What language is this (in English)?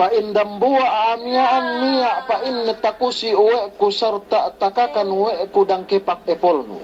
Yakan